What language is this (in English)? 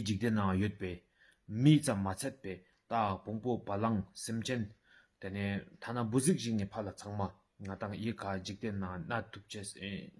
Ladakhi